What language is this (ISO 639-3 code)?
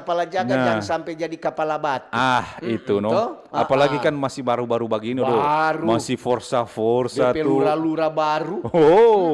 xmm